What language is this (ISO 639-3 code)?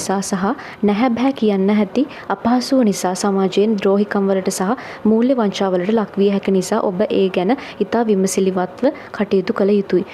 sin